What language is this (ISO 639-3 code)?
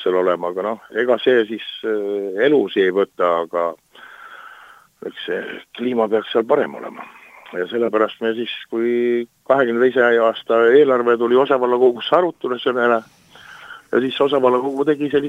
est